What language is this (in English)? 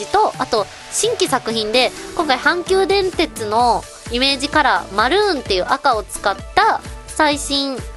Japanese